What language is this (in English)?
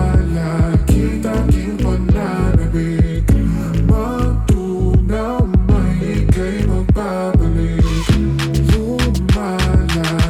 Filipino